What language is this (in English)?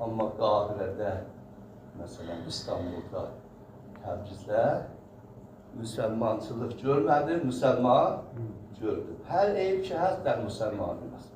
South Azerbaijani